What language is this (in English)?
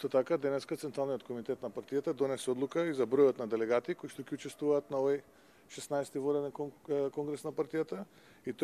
Macedonian